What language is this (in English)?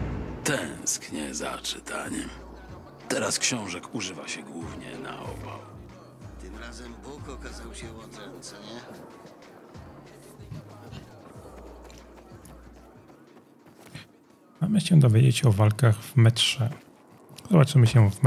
Polish